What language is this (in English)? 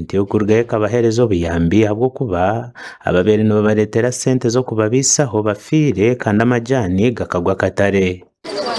Nyankole